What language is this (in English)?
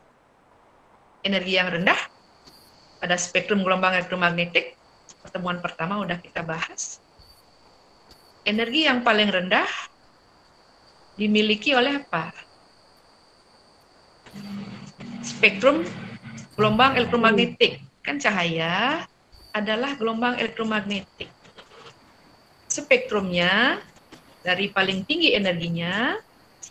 Indonesian